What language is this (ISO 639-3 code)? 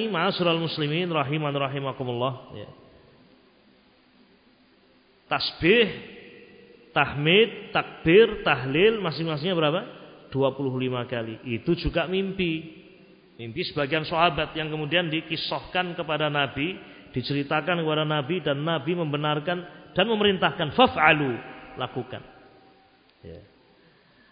ind